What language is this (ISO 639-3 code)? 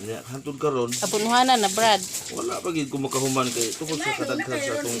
ceb